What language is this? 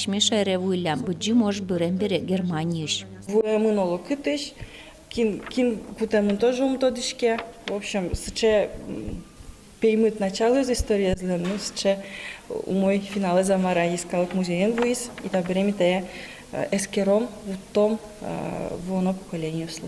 Udmurt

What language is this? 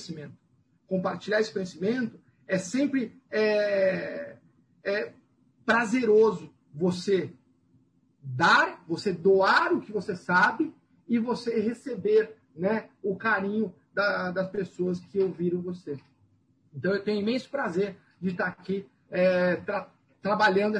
Portuguese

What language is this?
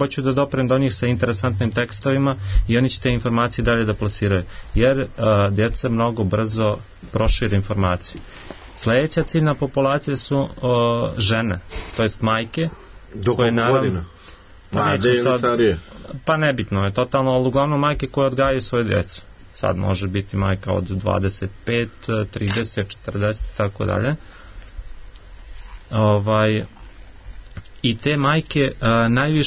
Serbian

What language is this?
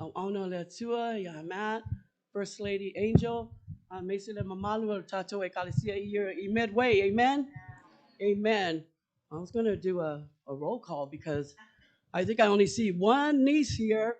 Samoan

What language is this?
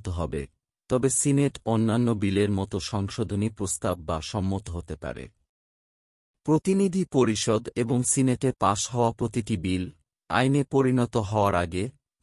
Bangla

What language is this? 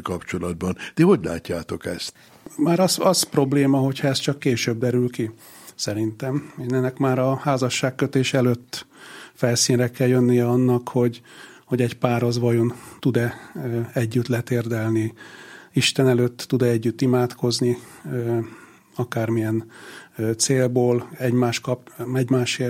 Hungarian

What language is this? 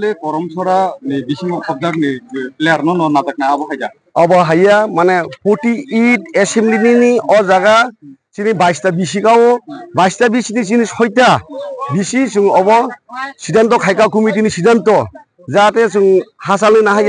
Kok Borok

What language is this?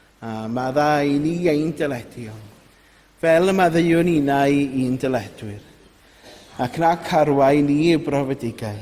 Welsh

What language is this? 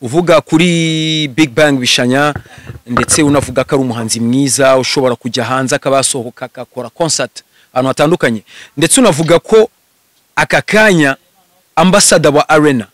Kinyarwanda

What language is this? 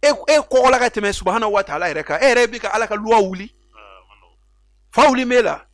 Bambara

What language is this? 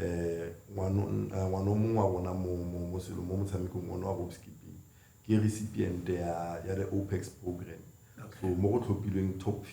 Tswana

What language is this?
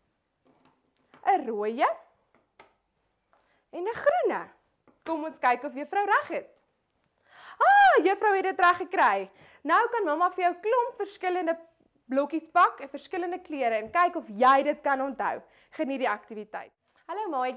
Afrikaans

